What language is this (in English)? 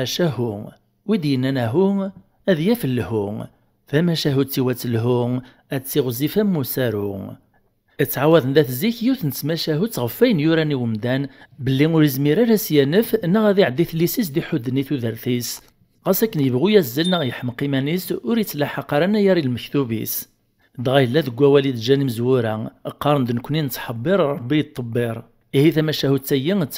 Kabyle